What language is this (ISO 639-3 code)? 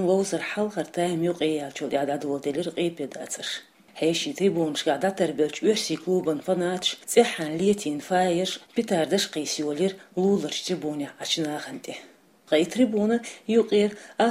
che